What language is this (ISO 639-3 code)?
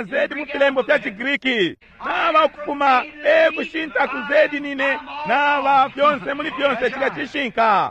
bem